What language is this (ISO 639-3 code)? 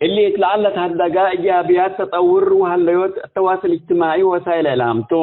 tig